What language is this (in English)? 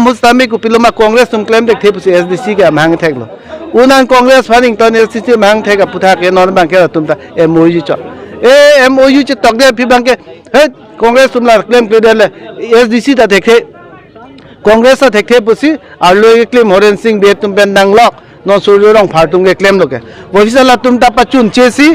Karbi